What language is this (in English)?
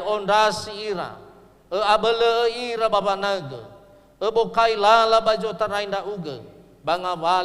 Nias